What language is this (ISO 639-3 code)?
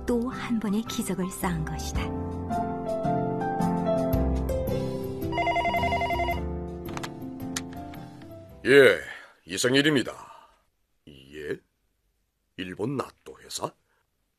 kor